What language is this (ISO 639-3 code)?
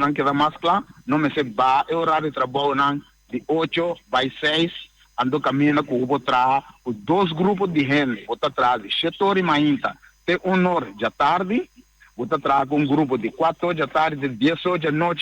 pap